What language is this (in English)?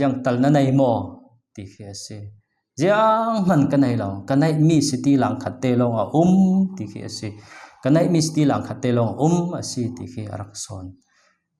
Falam Chin